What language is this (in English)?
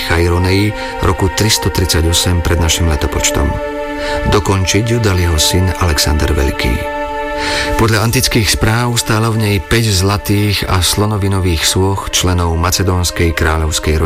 Slovak